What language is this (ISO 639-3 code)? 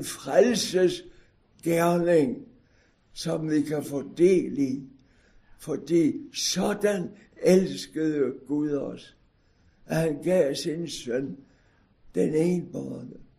dan